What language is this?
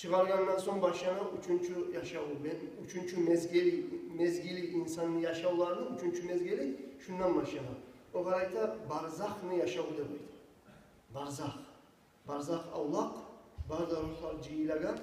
Kumyk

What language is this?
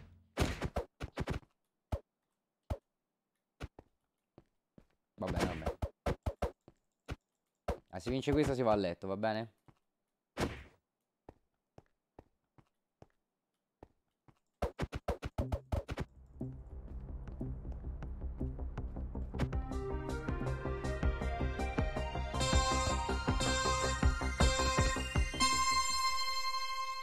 Italian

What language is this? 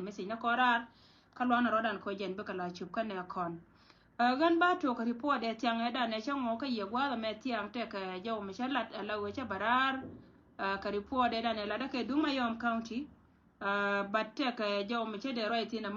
Nuer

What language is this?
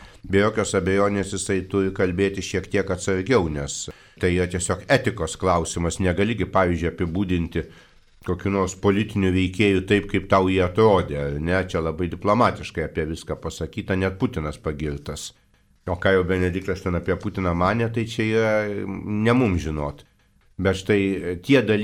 Lithuanian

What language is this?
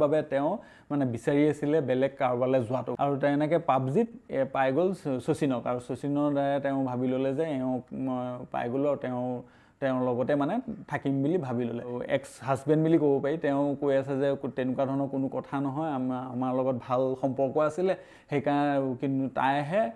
Assamese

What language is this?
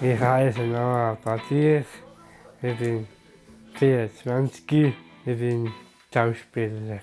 Swiss German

